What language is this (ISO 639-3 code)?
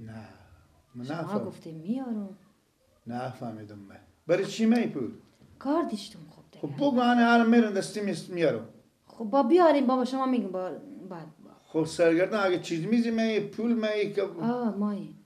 fas